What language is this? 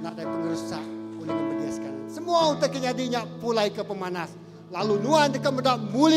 Iban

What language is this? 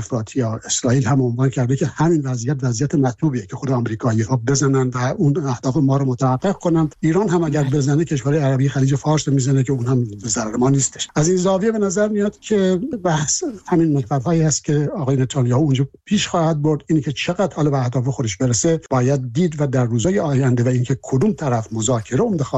Persian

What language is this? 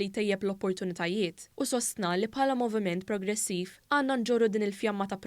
Maltese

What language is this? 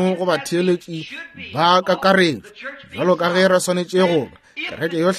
Northern Sotho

